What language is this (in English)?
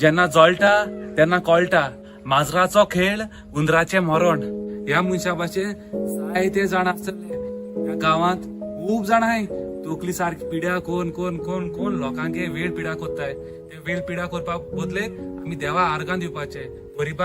Konkani